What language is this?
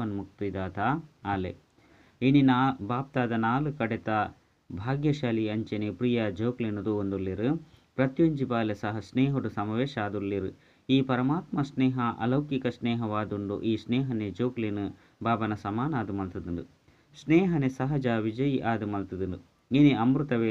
Tulu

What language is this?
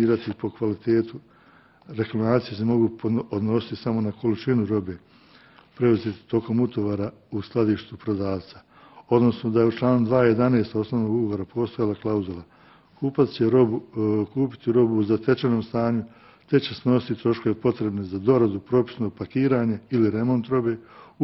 Bosnian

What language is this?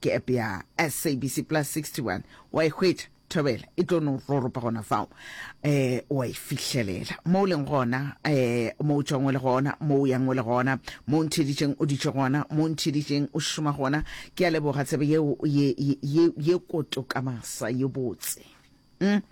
Northern Sotho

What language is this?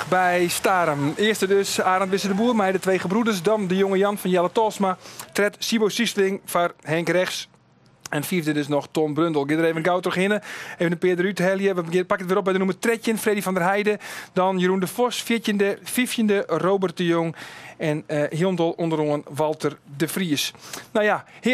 Western Frisian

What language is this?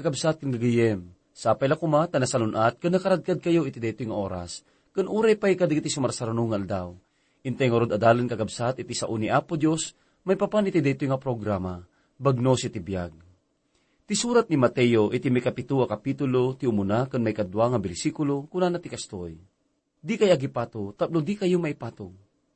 Iloko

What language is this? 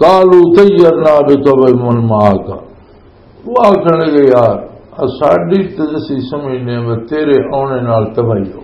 Western Panjabi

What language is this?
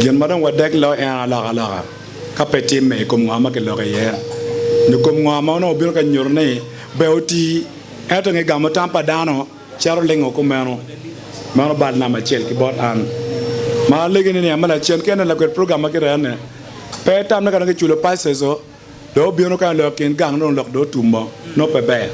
Acoli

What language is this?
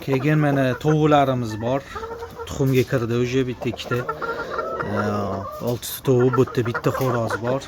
Uzbek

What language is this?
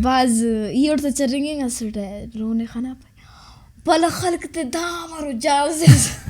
Brahui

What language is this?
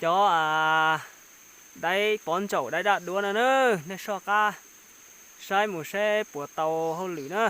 Hmong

